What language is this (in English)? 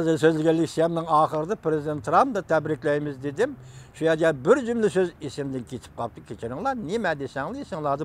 Uyghur